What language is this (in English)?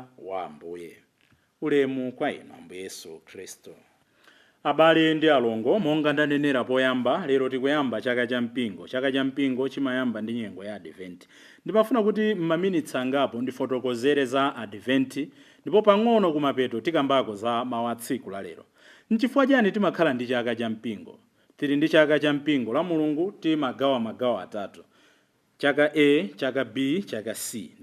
Nyanja